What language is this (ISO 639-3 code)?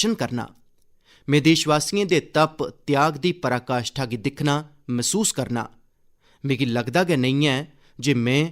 doi